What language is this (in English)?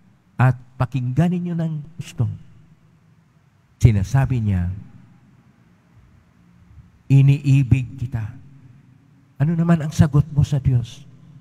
Filipino